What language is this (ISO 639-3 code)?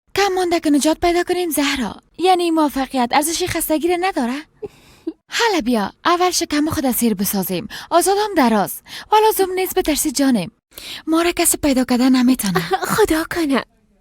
fas